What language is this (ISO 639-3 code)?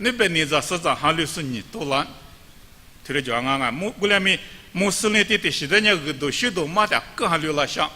lis